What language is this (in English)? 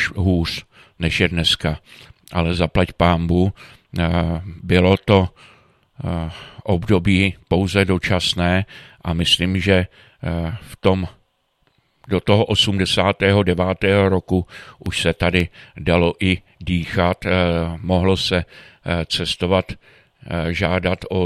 Czech